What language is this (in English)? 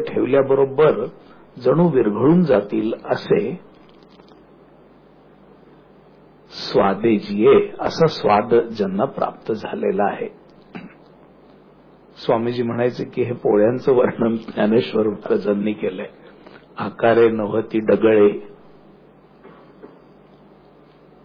Marathi